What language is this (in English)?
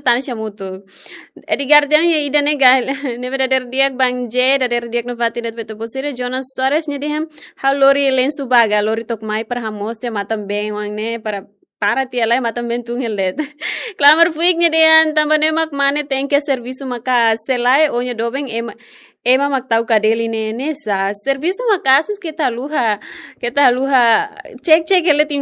Tetum